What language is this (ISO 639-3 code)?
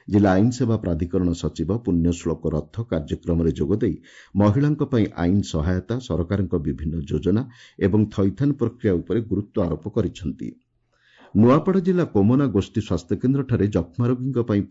ori